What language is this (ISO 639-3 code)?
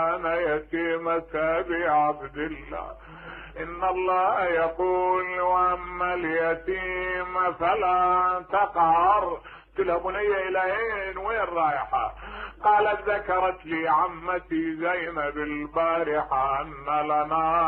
acm